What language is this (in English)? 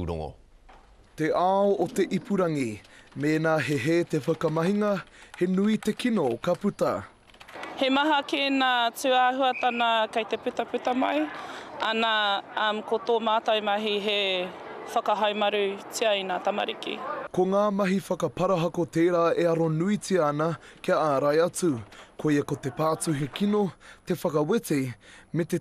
Māori